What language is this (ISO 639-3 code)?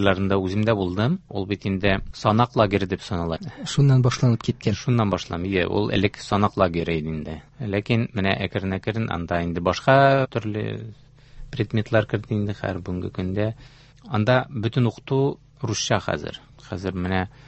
tat